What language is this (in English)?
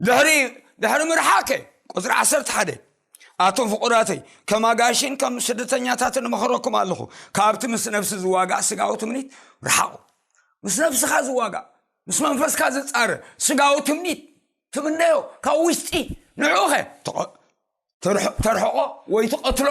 Tigrinya